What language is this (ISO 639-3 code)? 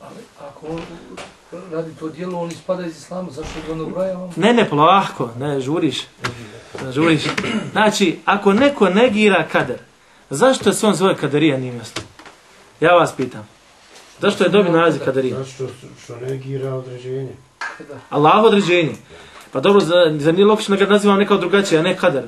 bos